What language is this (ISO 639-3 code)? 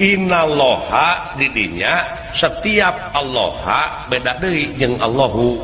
sun